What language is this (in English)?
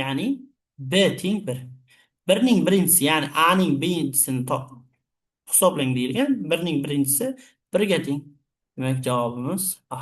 Uzbek